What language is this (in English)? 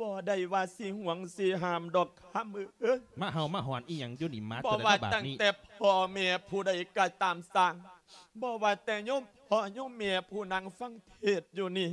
Lao